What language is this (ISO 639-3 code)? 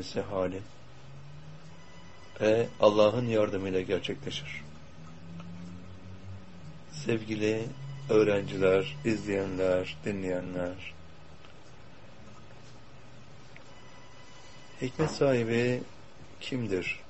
tur